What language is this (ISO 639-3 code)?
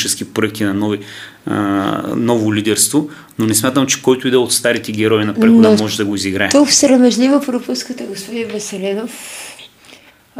bul